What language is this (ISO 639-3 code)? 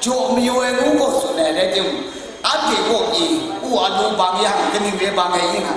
kac